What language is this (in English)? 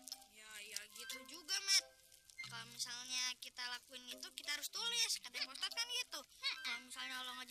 Betawi